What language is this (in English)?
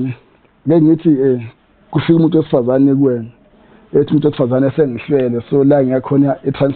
Zulu